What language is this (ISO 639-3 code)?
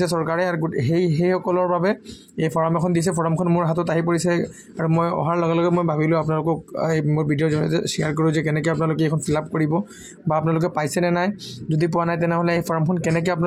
asm